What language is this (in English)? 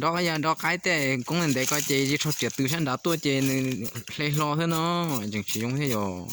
Hmong